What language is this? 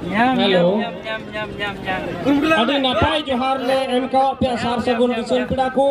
Santali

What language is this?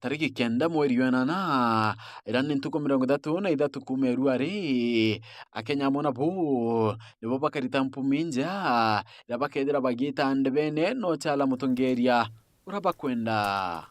Meru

